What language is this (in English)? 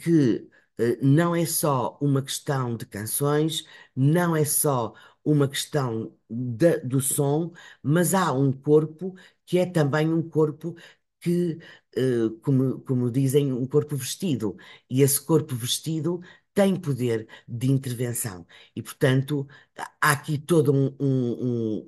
Portuguese